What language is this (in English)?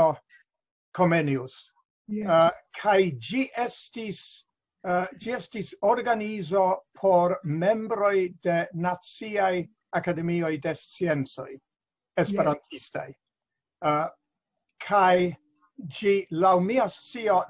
Esperanto